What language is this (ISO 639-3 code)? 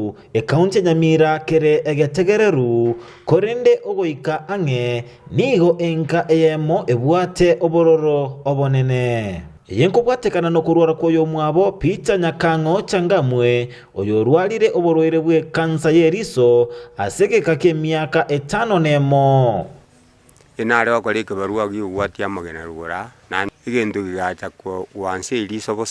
guz